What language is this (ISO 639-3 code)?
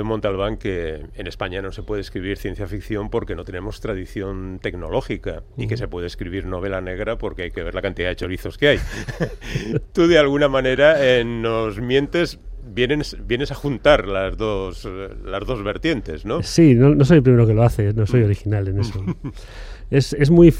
spa